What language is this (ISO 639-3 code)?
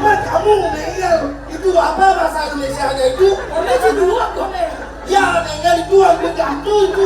ban